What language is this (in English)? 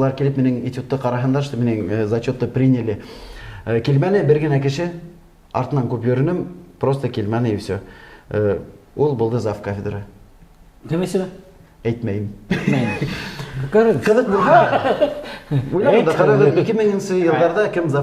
Bashkir